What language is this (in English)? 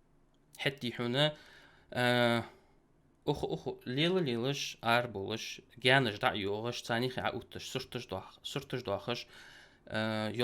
Ingush